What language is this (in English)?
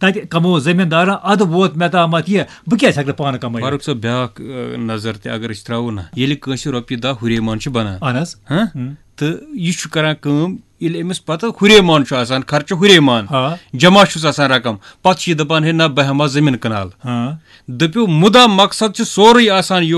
Kashmiri